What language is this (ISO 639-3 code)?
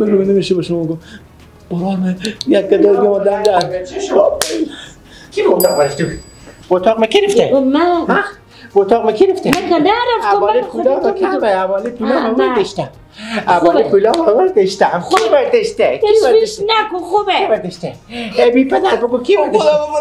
fas